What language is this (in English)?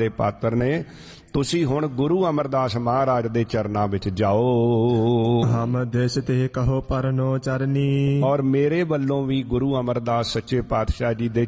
Punjabi